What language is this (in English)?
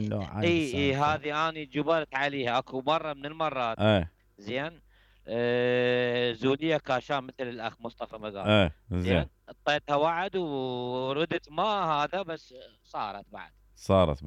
Mesopotamian Arabic